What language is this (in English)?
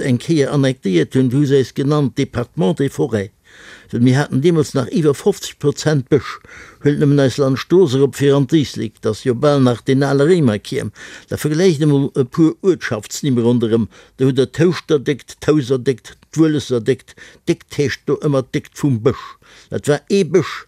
Luxembourgish